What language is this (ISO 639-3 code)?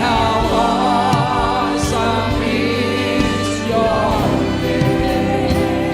hil